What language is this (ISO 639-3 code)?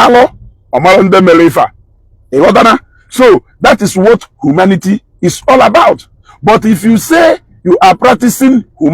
ibo